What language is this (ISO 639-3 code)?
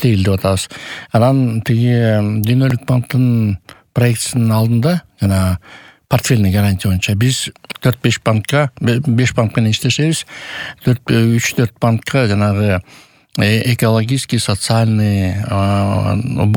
kir